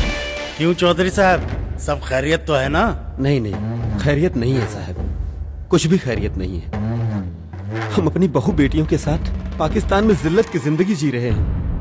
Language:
Bhojpuri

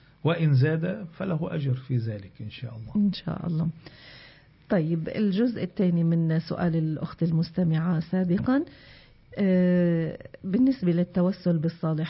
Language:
Arabic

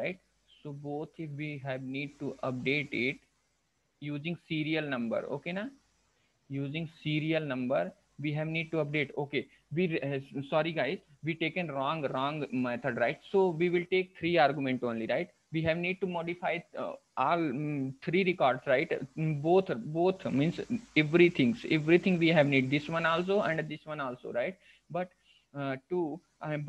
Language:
English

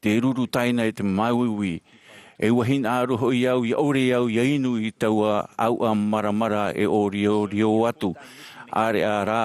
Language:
Tahitian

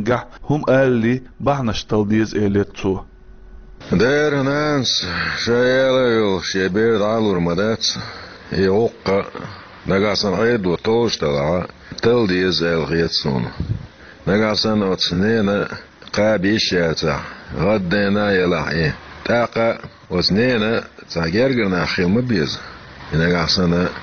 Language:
Chechen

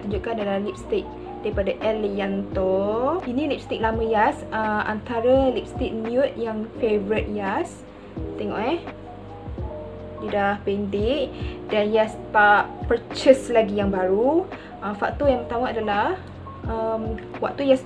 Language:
Malay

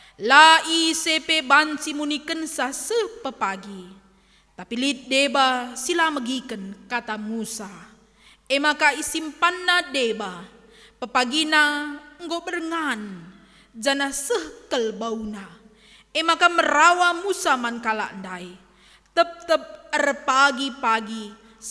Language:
Batak Karo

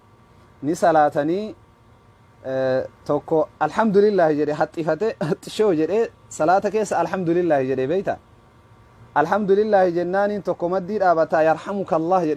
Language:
Oromo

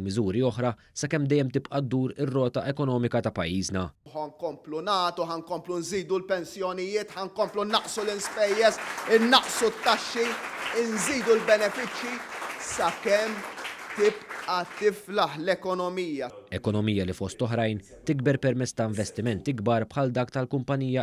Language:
Maltese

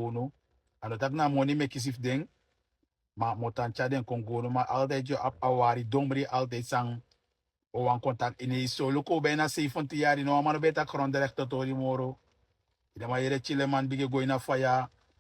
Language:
Sranan Tongo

